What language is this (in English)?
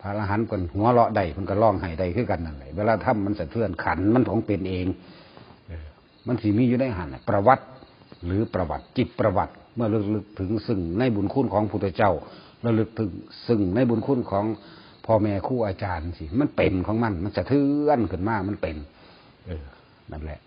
Northeastern Thai